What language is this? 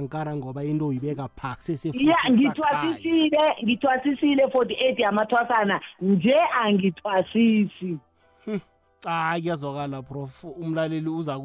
South Ndebele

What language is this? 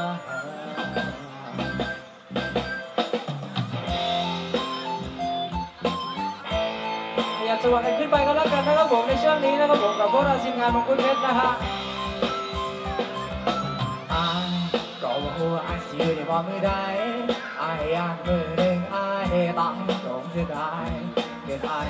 Thai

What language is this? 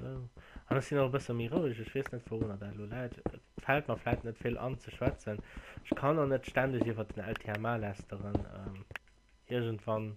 Luxembourgish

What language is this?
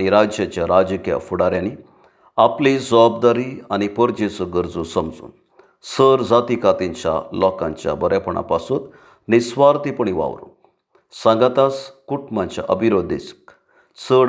Konkani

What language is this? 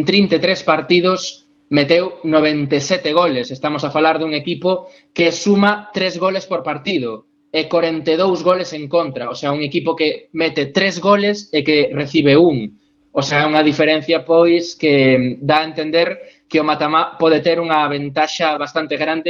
Galician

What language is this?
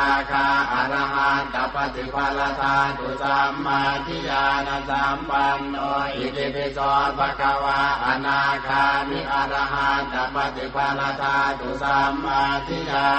Pali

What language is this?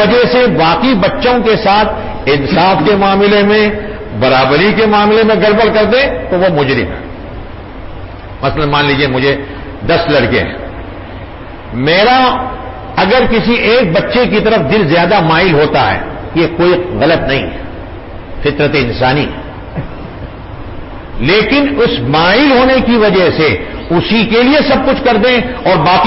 Urdu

